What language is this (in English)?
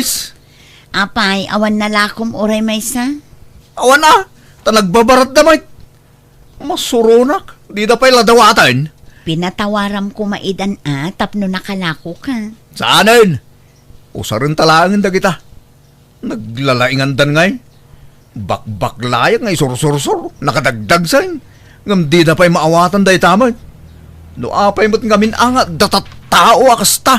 Iloko